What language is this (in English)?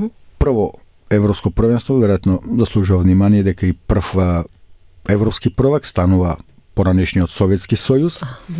Macedonian